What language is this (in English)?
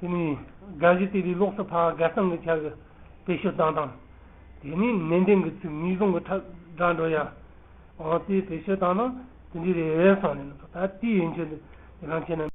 Tibetan